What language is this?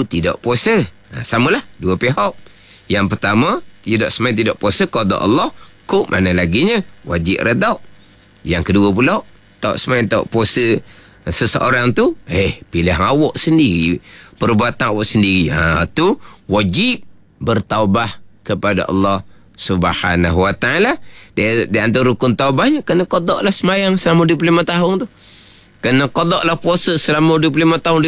Malay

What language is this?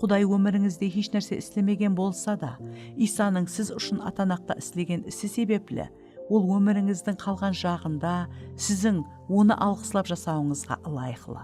Kara-Kalpak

